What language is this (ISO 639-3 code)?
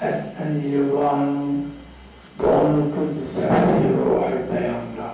zza